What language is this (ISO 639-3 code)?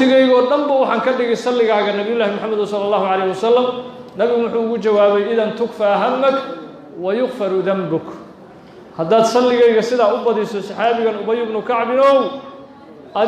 som